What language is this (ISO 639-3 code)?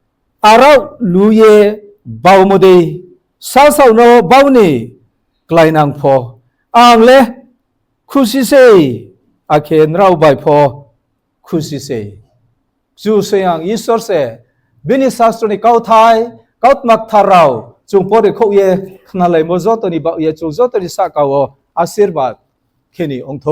ria